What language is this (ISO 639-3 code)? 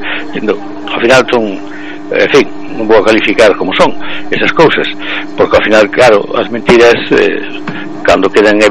glg